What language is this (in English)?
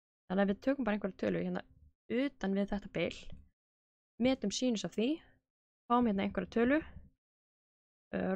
Icelandic